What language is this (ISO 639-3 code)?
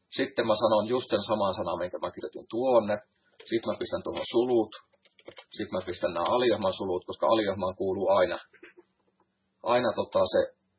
fin